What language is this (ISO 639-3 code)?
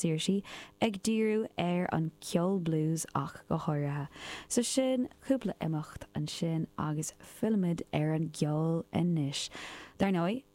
gle